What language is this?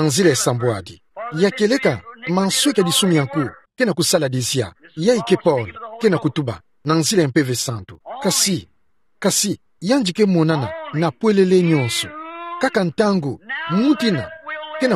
Kituba (Democratic Republic of Congo)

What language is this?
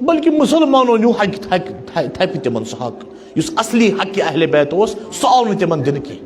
Kashmiri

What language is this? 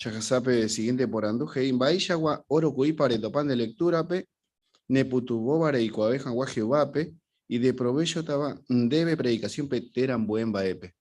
Guarani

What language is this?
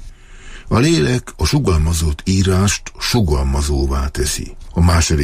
Hungarian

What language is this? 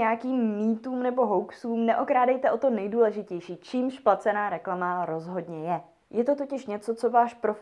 Czech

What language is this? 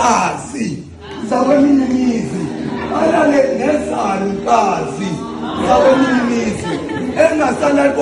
Zulu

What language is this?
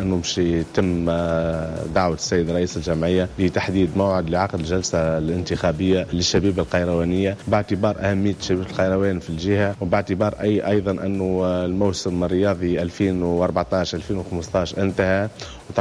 Tunisian Arabic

